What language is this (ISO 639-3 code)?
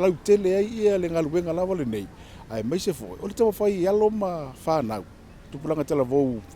smo